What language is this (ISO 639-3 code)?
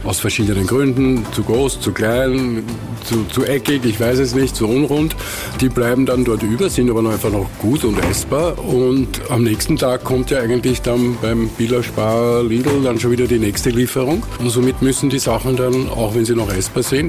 deu